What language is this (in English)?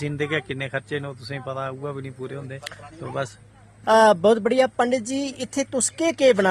Dogri